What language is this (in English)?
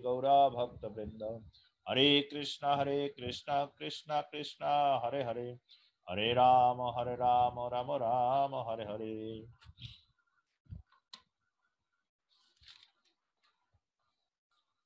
Bangla